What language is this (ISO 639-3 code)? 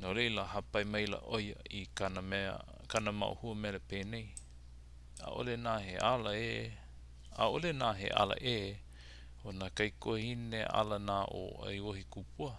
haw